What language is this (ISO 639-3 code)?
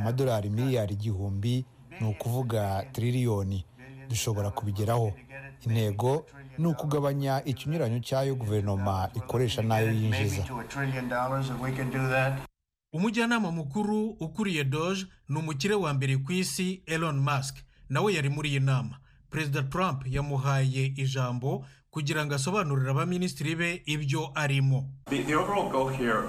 kin